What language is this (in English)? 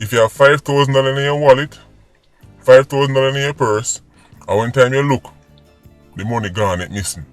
Jamaican Creole English